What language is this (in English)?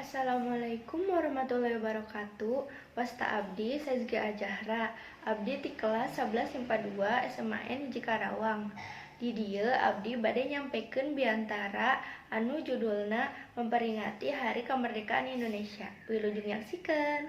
Sundanese